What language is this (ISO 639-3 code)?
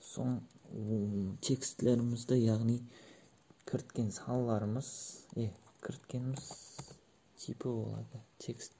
kaa